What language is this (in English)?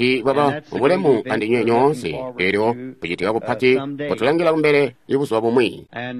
Tonga (Zambia)